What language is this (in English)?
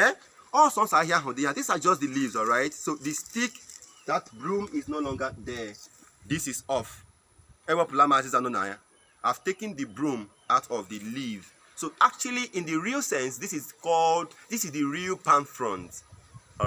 Igbo